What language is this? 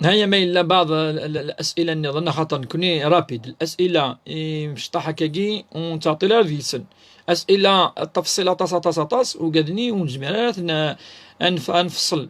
Kabyle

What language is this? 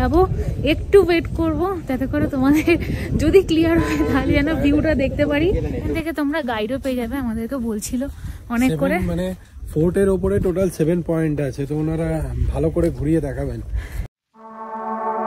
Bangla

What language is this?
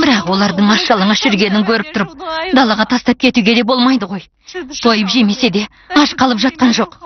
Kazakh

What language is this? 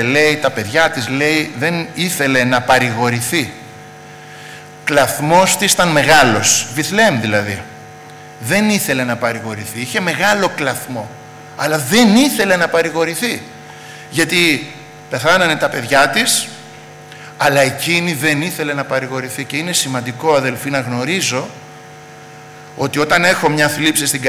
Greek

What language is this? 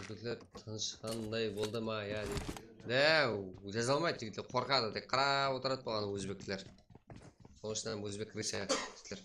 Kara-Kalpak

